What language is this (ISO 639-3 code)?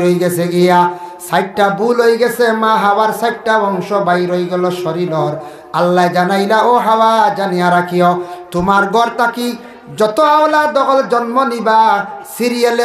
syl